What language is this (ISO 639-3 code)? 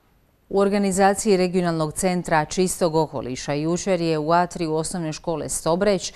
hrv